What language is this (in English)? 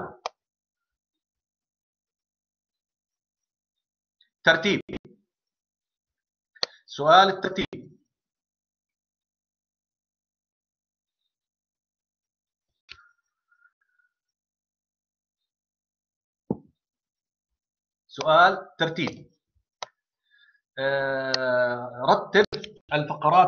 Arabic